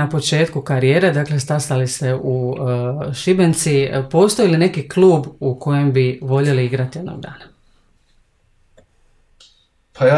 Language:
Croatian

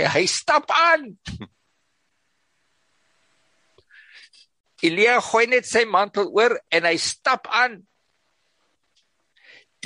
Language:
Afrikaans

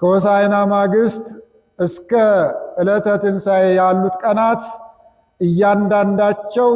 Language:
Amharic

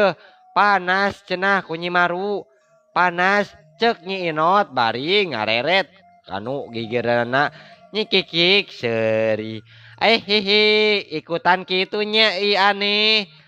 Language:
Sundanese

